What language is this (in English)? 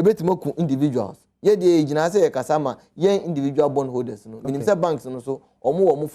Akan